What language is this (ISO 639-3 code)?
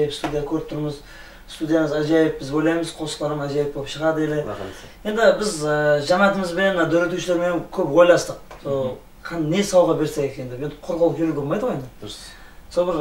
kaa